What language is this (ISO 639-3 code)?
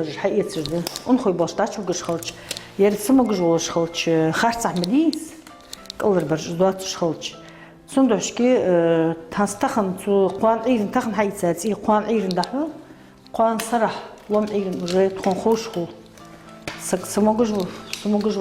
inh